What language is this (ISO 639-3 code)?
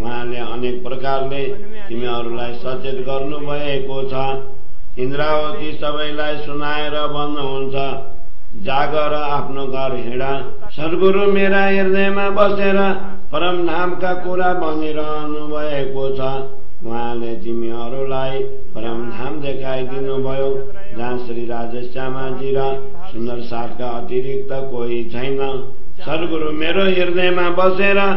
nep